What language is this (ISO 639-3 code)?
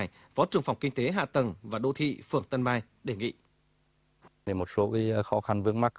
vie